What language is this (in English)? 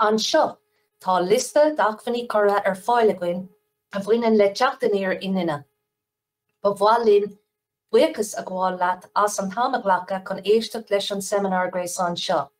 Irish